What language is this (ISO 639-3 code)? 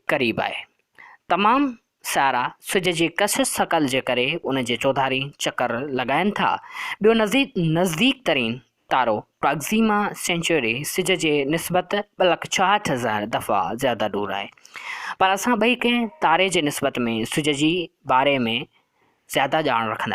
snd